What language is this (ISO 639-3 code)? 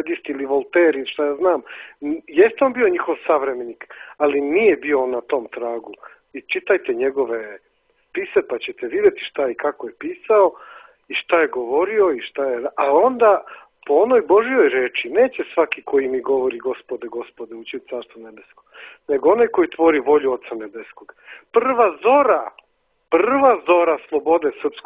srp